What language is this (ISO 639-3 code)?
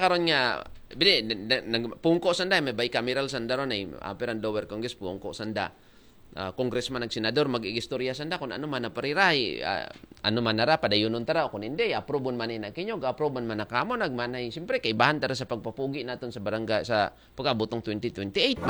akl